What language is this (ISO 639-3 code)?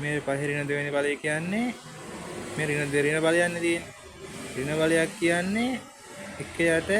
sin